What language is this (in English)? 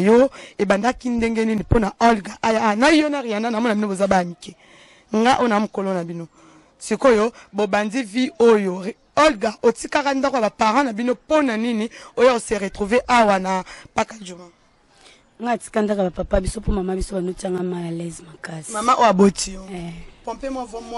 Lingala